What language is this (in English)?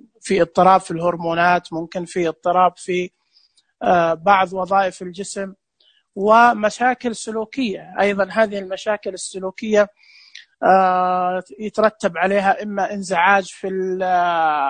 Najdi Arabic